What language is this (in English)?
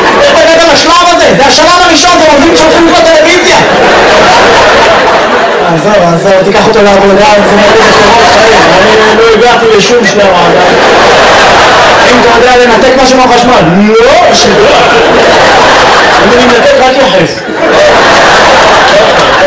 Hebrew